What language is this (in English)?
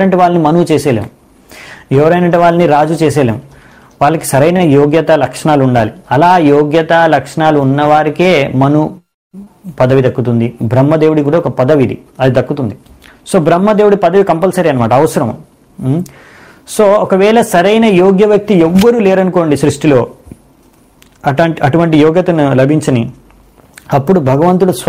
Telugu